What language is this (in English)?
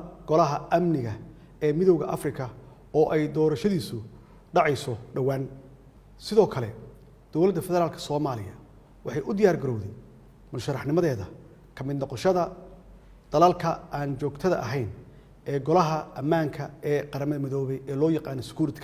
Somali